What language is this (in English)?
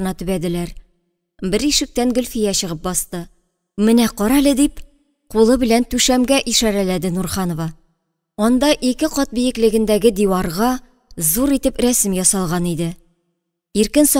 Tatar